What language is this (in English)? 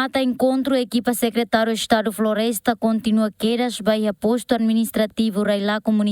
Tetum